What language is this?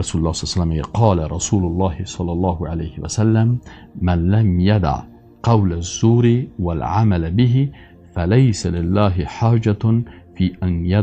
Persian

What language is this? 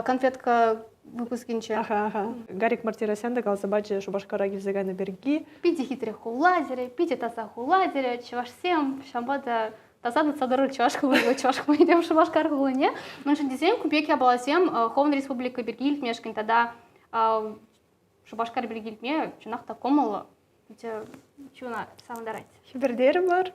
Chuvash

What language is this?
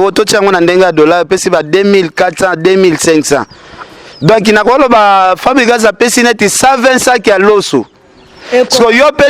Lingala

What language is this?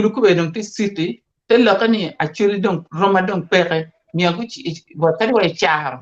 Acoli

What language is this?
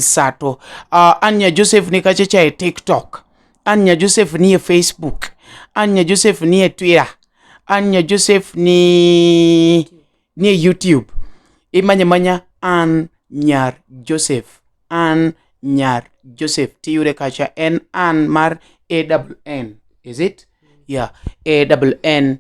Luo (Kenya and Tanzania)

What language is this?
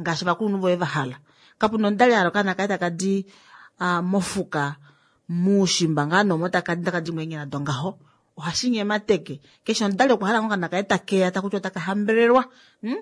Kuanyama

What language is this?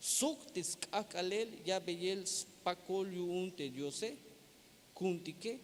Tzeltal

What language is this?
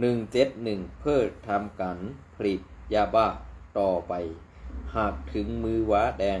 Shan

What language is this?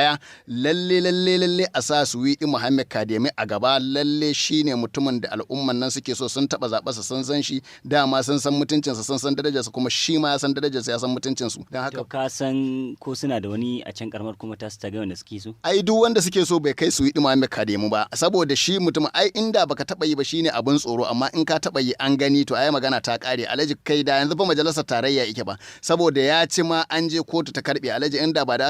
Hausa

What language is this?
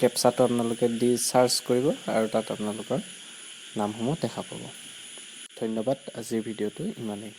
Assamese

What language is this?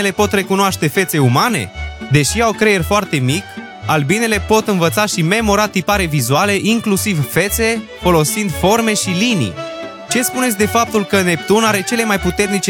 Romanian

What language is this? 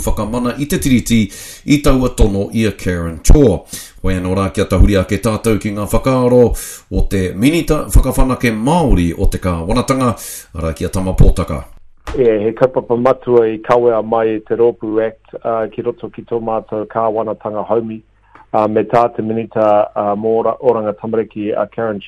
Māori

